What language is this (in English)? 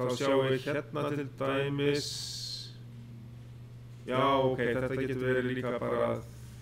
Icelandic